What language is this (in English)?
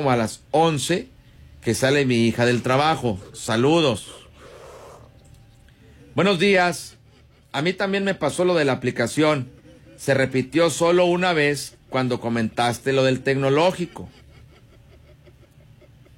Spanish